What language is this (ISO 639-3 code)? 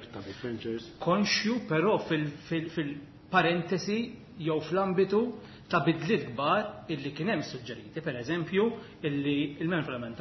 mlt